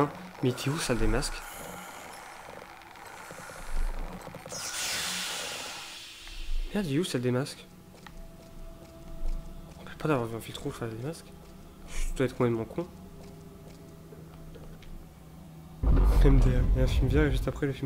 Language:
French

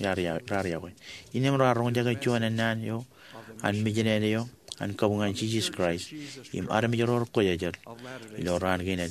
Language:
Marshallese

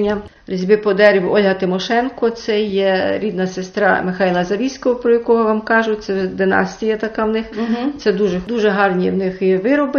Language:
Rusyn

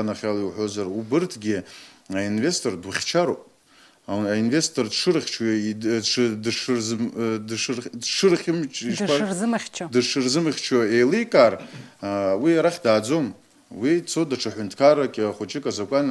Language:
Abkhazian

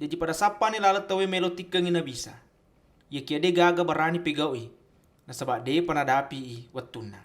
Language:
Buginese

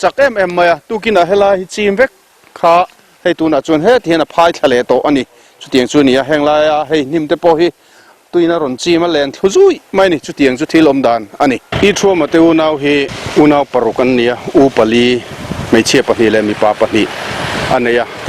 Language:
Mizo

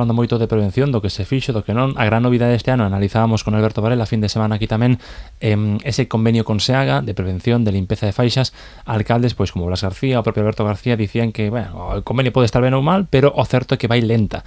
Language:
Galician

